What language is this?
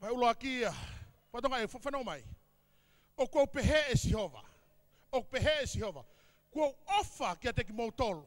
Tongan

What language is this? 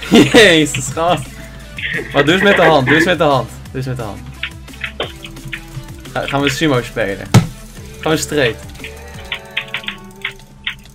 Dutch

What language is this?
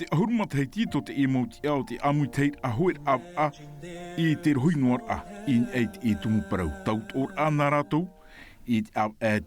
Tahitian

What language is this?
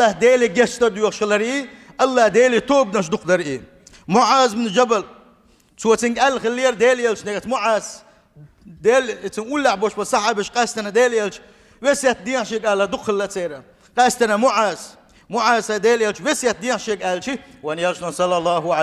Chechen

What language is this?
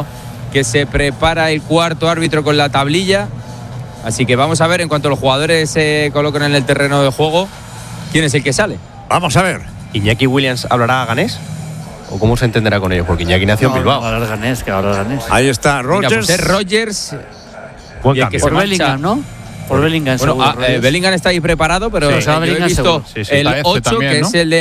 Spanish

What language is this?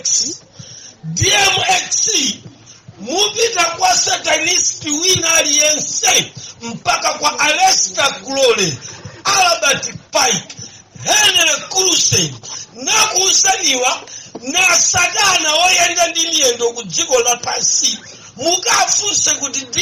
Nyanja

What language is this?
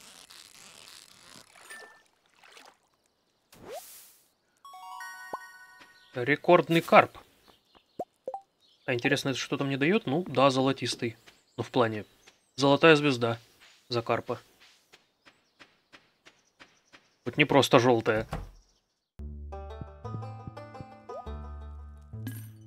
Russian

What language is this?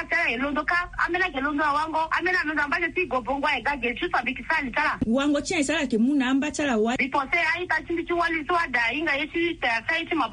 Sango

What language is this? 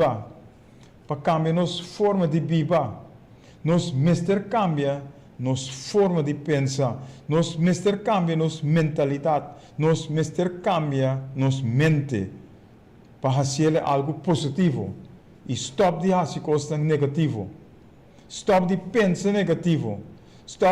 Papiamento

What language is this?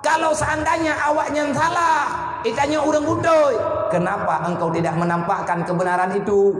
Achinese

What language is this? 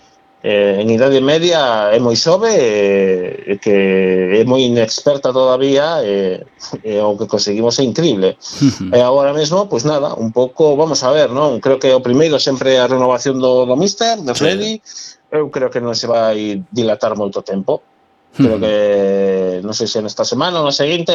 Galician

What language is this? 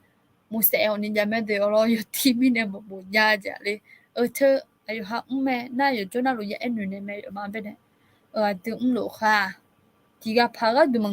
Akha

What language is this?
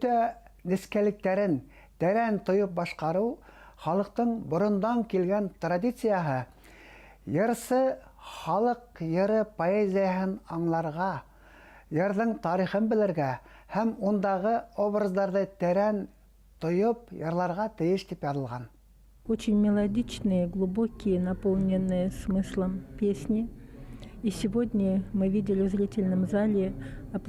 Bashkir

